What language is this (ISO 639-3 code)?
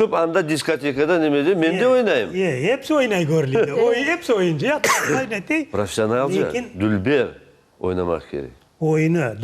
crh